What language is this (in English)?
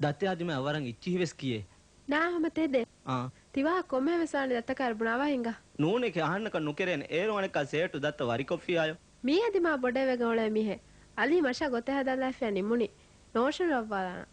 Divehi